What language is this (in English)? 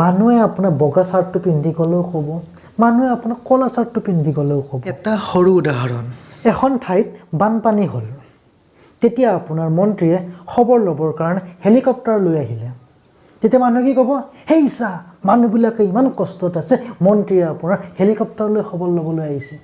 Assamese